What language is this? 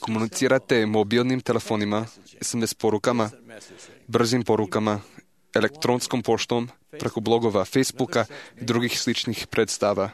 Serbian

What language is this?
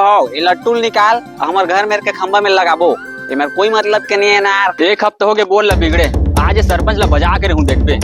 Chhattisgarhi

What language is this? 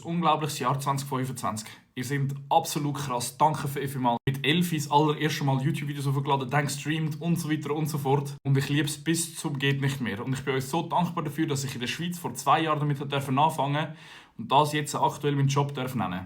Swiss German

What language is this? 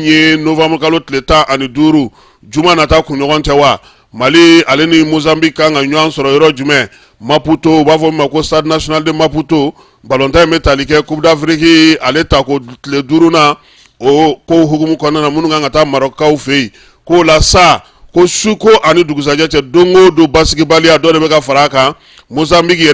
Bambara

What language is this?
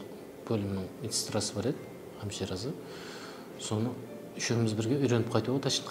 Kara-Kalpak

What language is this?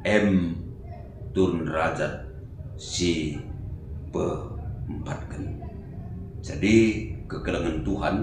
Batak Karo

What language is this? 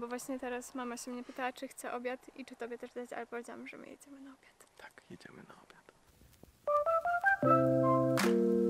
Polish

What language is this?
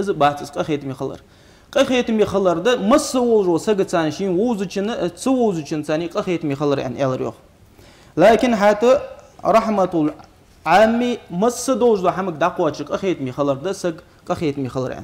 Ingush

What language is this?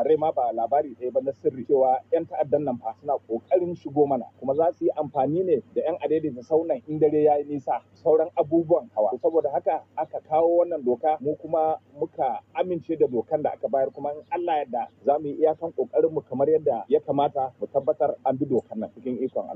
Hausa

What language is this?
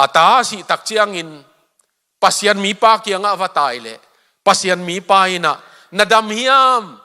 Tedim Chin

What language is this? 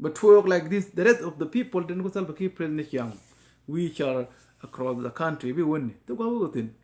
Nuer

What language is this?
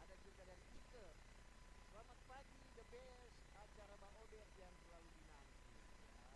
Manado Malay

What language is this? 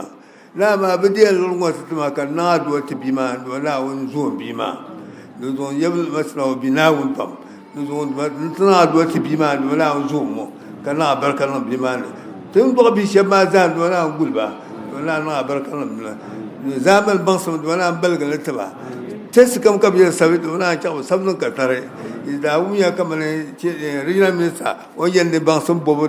Dagbani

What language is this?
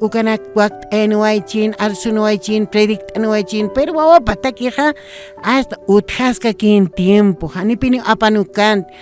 Aymara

